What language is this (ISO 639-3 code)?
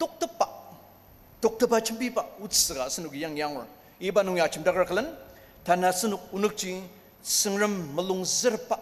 njo